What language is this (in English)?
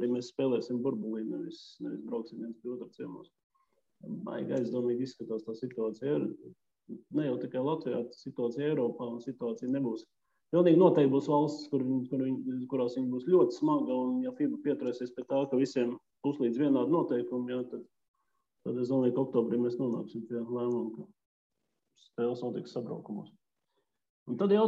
Latvian